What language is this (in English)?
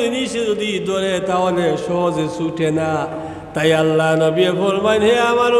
Sylheti